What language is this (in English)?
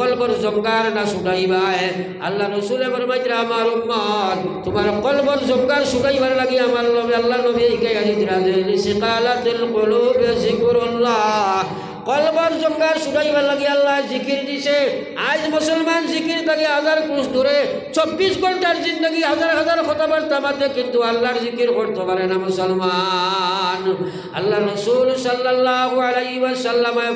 Sylheti